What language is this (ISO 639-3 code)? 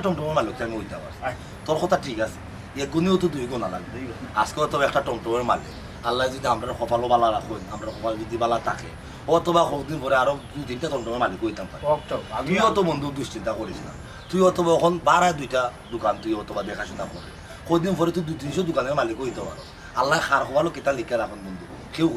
syl